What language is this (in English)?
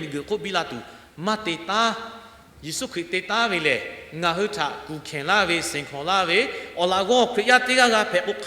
Lahu